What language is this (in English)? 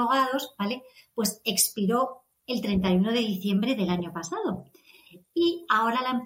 Spanish